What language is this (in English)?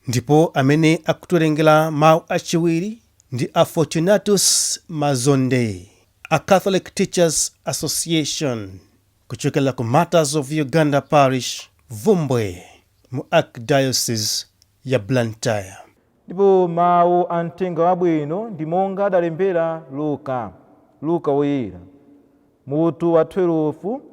Nyanja